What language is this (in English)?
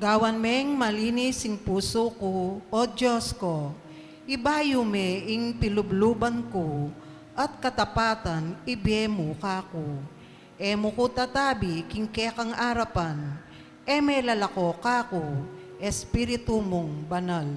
Pampanga